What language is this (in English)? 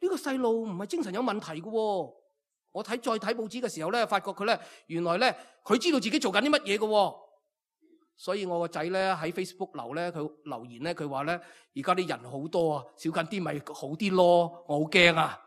Cantonese